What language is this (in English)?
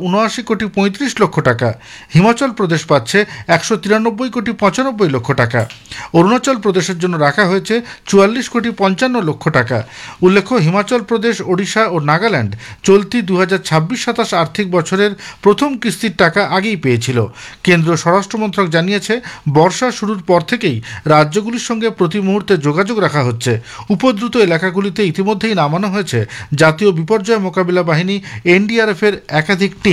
Bangla